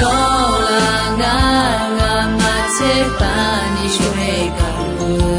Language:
Akha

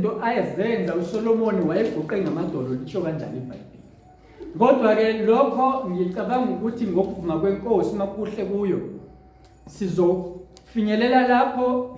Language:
Zulu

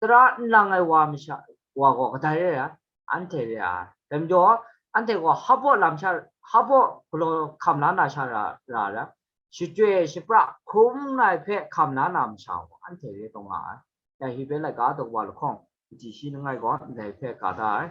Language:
Kachin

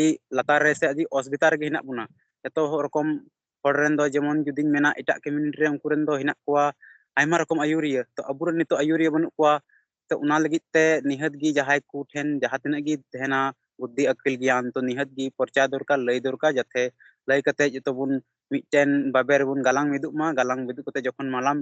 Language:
Santali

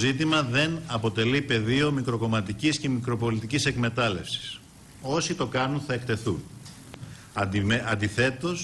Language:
Greek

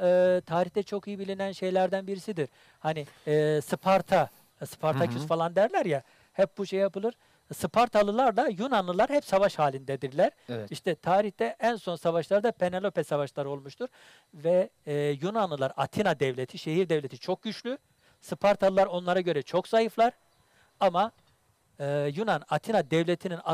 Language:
Turkish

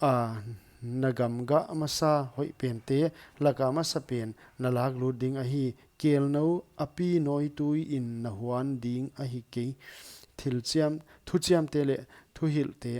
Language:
Paite Chin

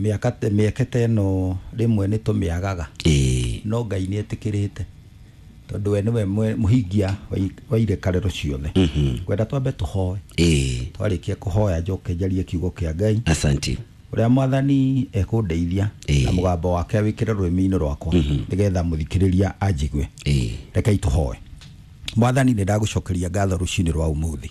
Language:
Kikuyu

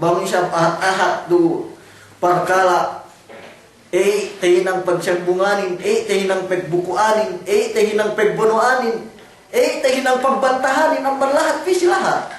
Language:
Yakan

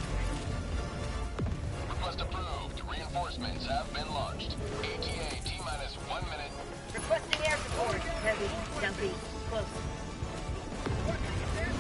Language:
English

